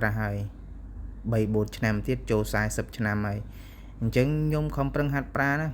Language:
Khmer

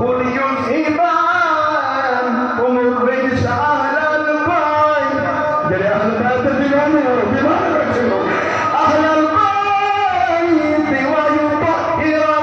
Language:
Saraiki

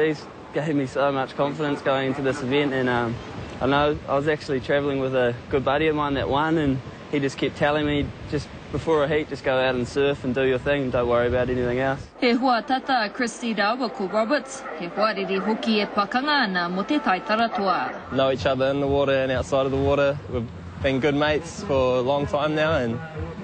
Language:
Māori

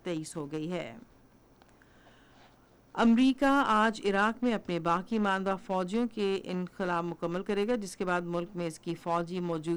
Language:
Urdu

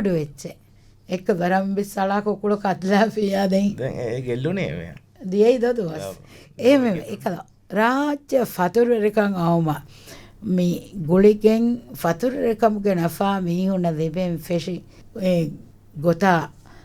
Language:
Divehi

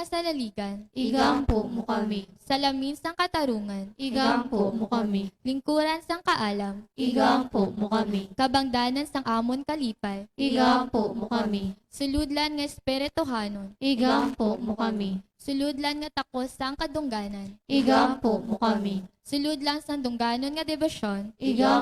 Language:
Hiligaynon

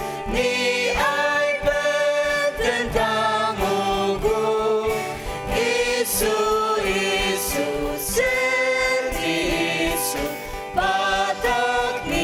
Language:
Ao Naga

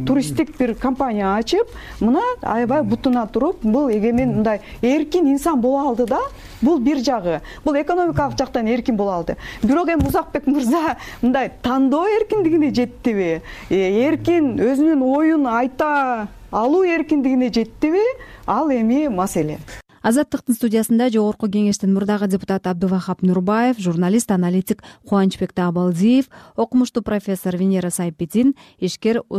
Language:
Kyrgyz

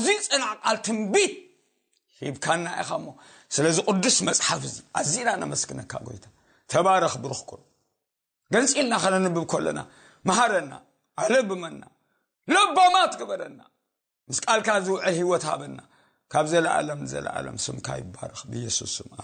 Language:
Tigrinya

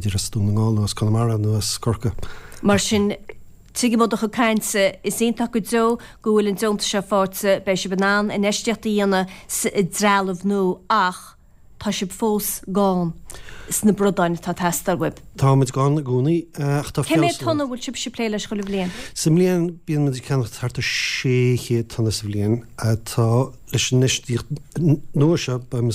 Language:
Irish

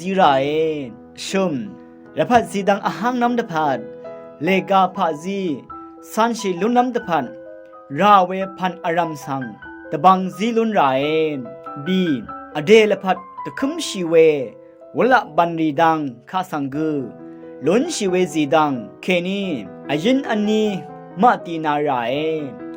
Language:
Rawang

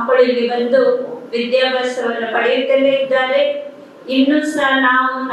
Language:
Kannada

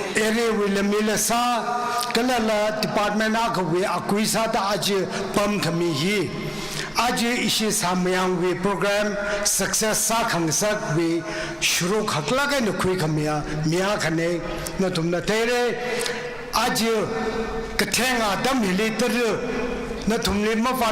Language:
Tangkhul Naga (India)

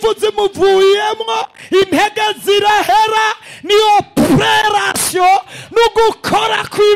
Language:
Rundi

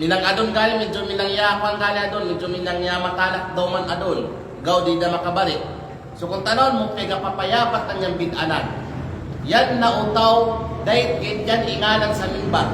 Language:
Kalagan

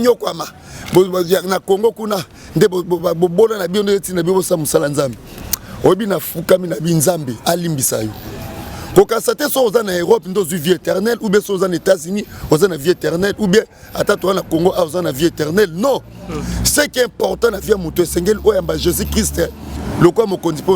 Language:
Lingala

